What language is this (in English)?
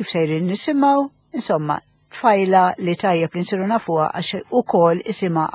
Maltese